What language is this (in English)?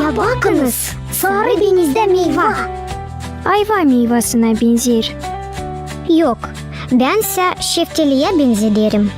Gagauz